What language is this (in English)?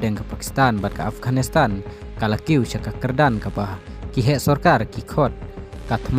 Khasi